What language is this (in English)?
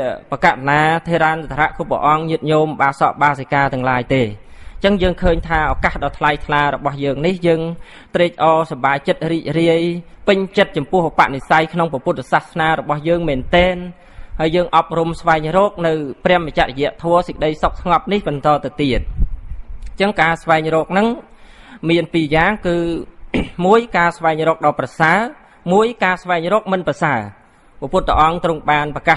Khmer